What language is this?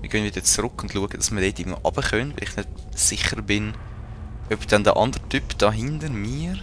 Swiss German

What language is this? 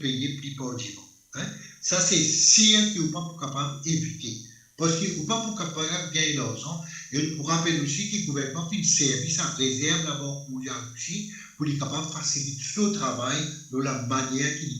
Morisyen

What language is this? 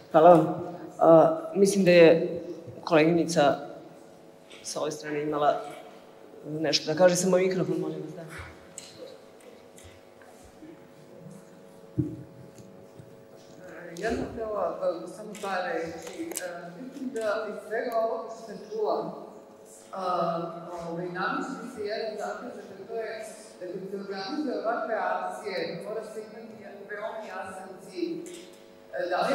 Serbian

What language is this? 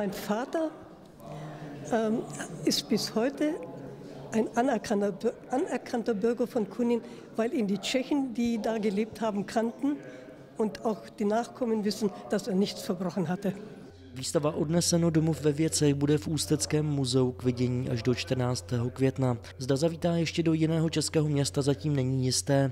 Czech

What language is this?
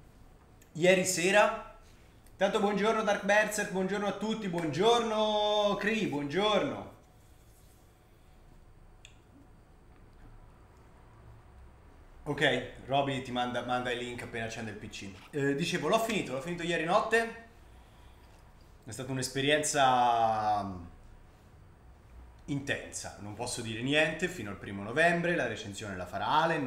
Italian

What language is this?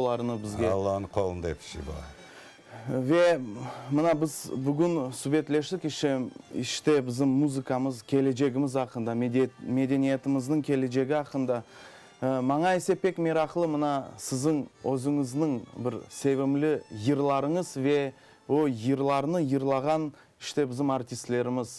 Crimean Tatar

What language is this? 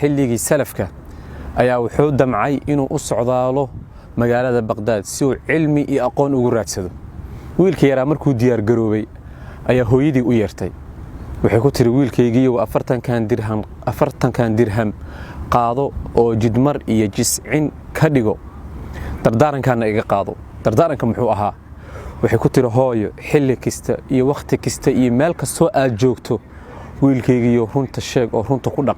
Somali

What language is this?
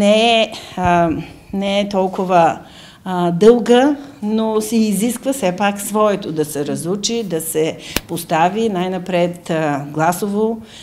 Bulgarian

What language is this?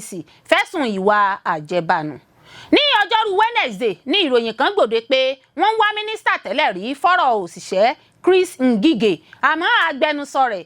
Yoruba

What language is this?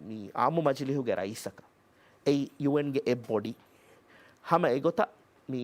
Divehi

